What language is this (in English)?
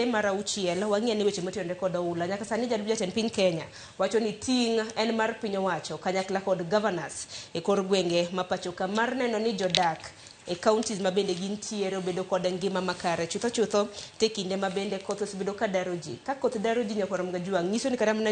Luo (Kenya and Tanzania)